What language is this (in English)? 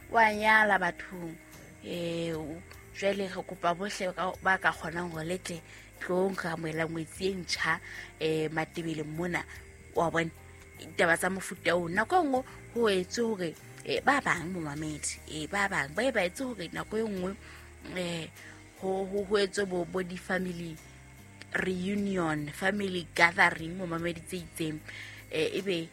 Southern Sotho